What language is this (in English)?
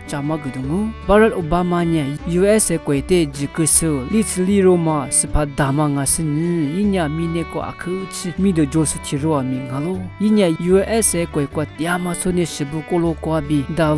Lisu